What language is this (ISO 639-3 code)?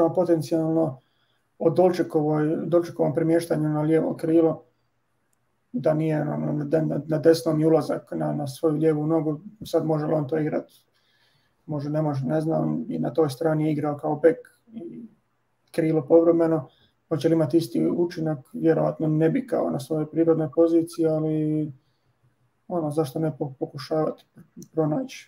hrv